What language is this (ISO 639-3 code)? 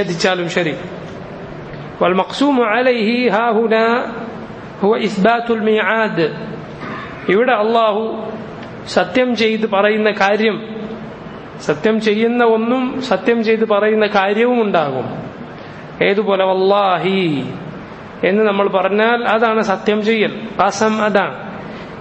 mal